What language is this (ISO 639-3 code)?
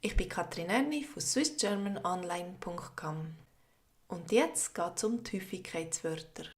gsw